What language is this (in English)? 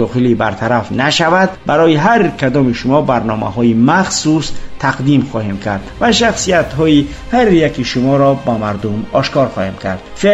Persian